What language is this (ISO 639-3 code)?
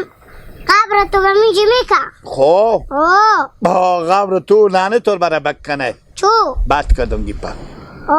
haz